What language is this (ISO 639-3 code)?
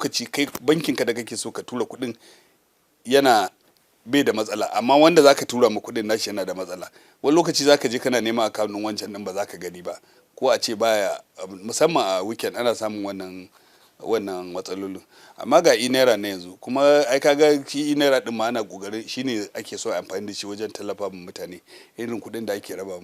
hau